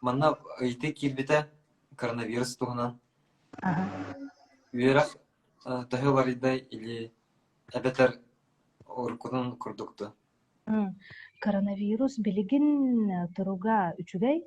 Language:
Yakut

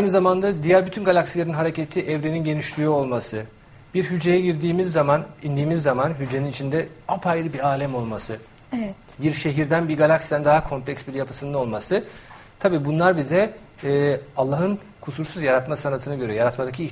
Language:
Turkish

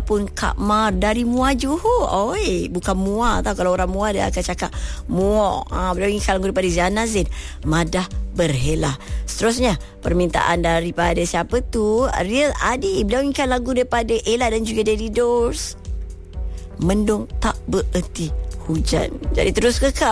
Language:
Malay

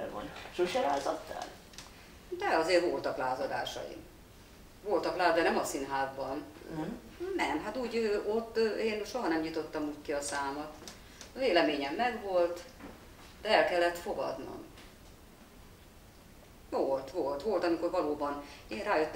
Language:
Hungarian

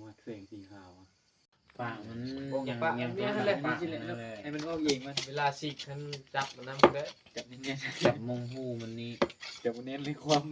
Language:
Northeastern Thai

